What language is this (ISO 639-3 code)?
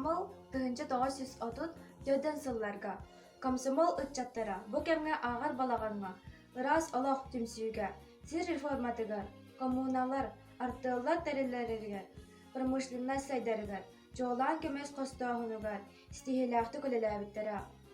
sah